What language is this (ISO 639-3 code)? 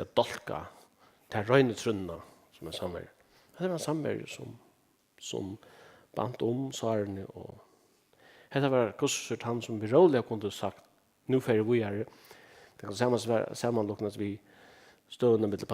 fao